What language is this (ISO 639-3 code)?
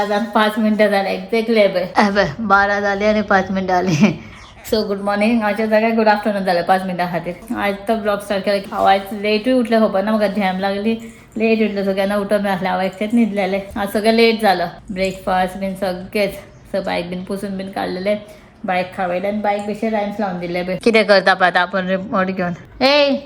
kok